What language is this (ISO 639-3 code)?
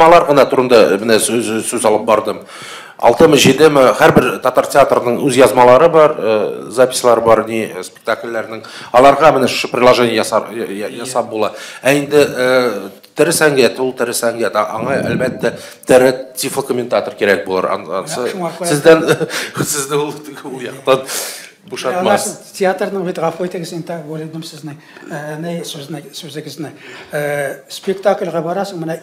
tat